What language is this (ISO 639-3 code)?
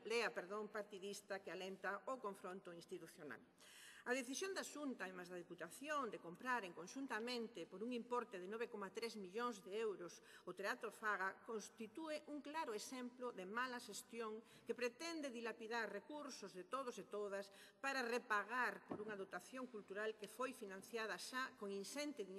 glg